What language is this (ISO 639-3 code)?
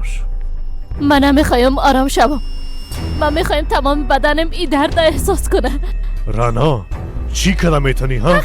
fas